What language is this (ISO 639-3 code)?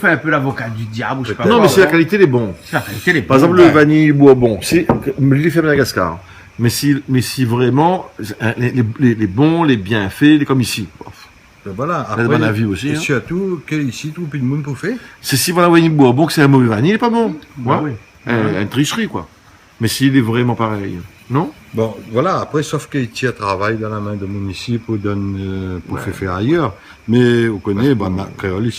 rcf